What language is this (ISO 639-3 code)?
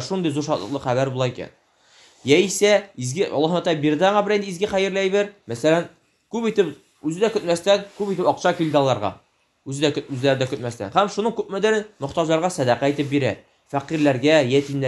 tat